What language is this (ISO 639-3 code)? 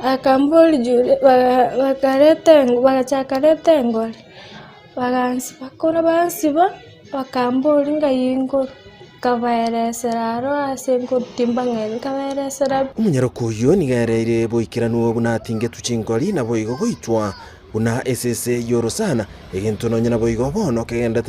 guz